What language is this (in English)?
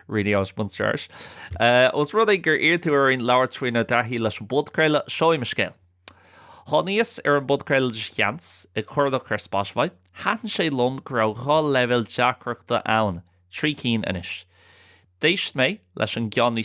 Irish